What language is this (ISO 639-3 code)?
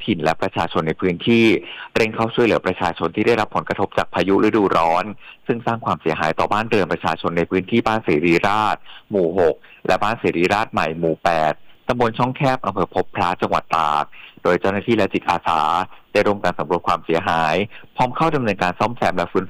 tha